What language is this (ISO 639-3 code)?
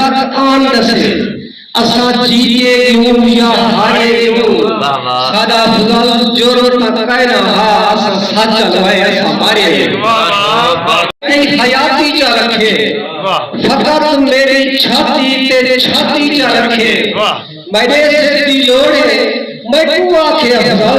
skr